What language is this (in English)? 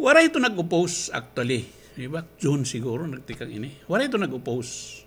Waray